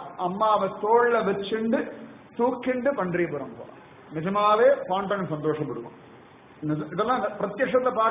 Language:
Tamil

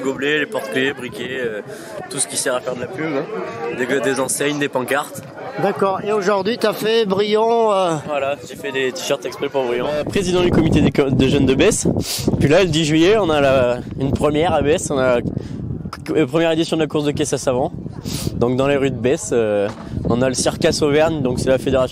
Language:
French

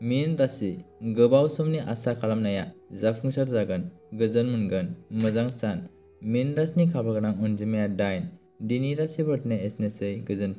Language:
Bodo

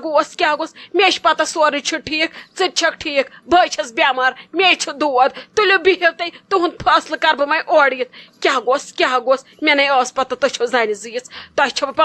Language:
Kashmiri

